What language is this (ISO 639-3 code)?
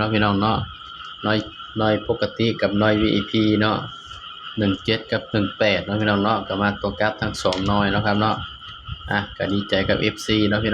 tts